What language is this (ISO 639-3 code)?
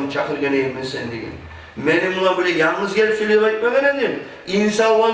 kum